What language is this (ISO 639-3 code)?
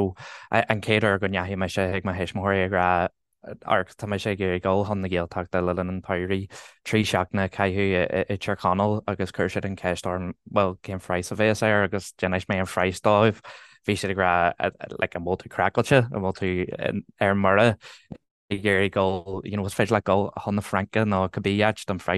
gle